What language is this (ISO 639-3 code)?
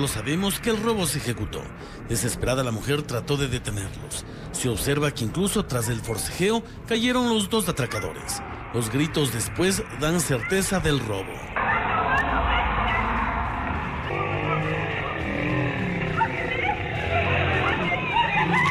spa